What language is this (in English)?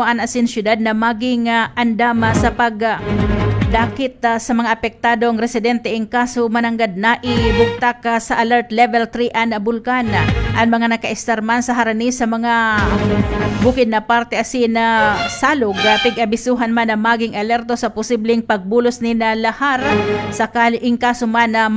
Bikol